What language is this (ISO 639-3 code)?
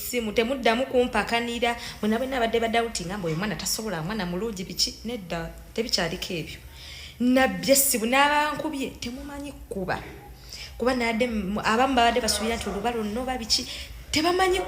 lug